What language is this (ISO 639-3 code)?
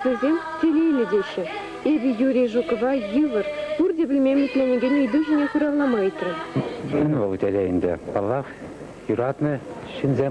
chv